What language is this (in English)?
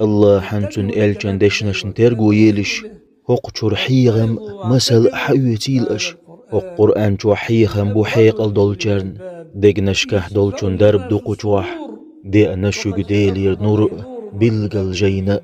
Chechen